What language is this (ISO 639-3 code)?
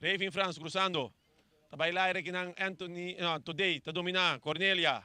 pap